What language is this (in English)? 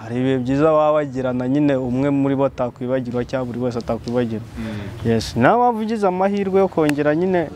Kinyarwanda